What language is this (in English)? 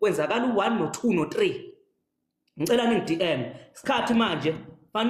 Zulu